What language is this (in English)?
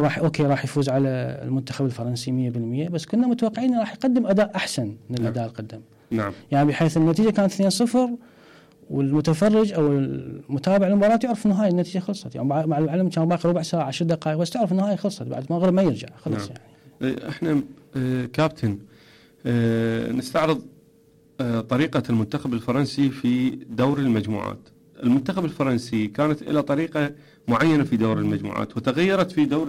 Mesopotamian Arabic